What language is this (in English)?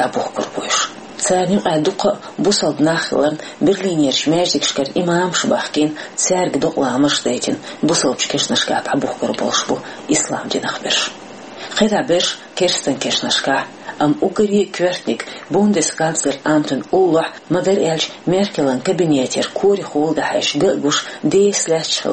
Chechen